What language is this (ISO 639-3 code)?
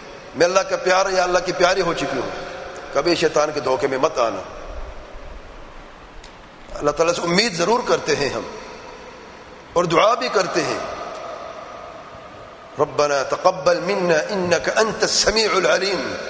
urd